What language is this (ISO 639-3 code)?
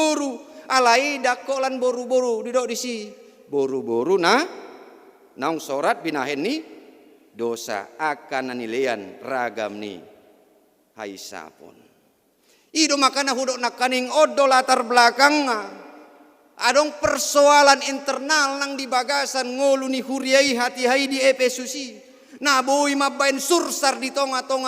bbc